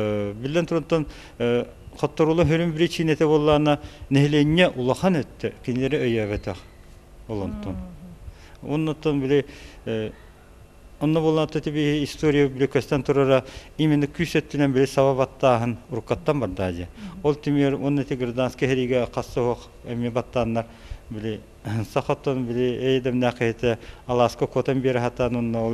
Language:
Yakut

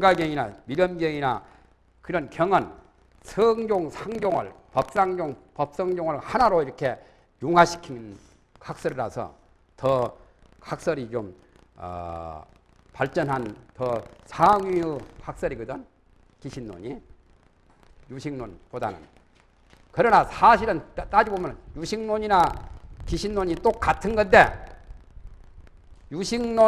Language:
Korean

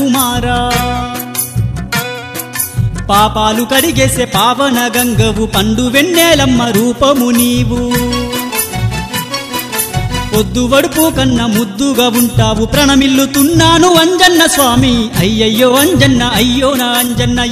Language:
Telugu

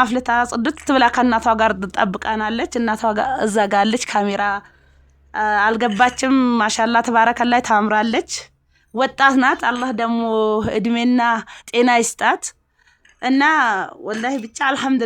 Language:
Amharic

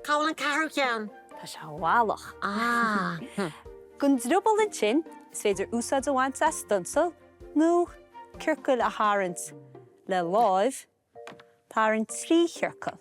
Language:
Irish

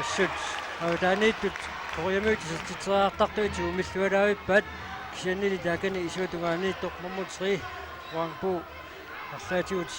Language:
Kalaallisut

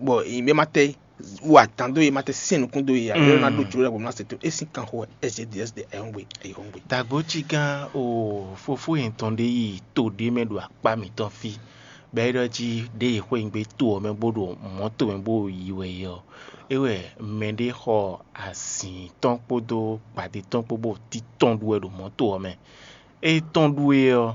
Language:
Fon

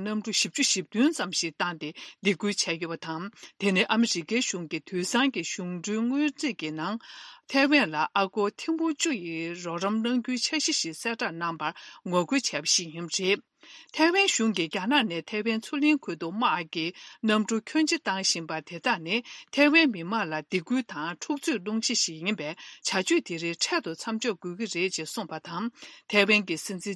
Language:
Tibetan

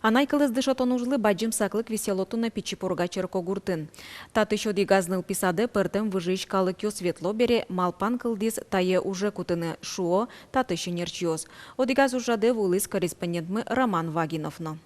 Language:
Udmurt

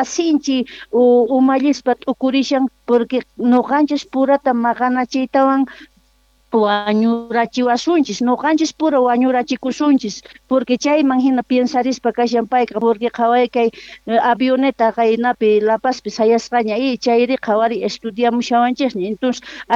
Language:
South Bolivian Quechua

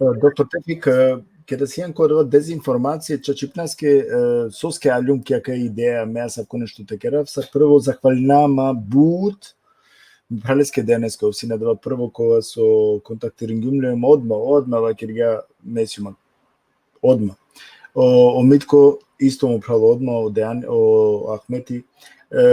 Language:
Balkan Romani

